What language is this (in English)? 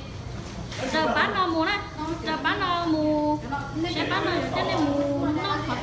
Hmong